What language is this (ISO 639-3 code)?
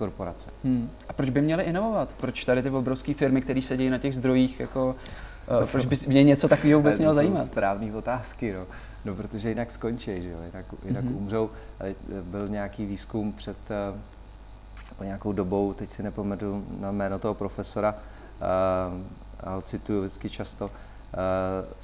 ces